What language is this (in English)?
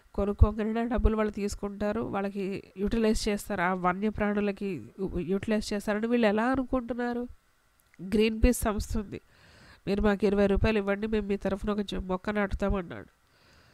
Telugu